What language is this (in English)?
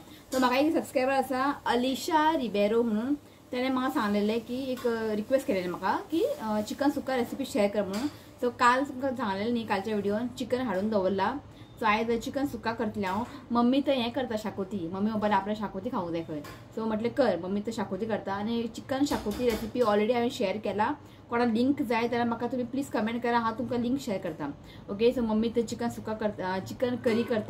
Konkani